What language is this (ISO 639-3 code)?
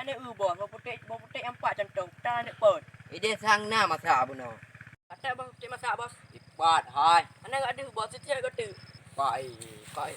ace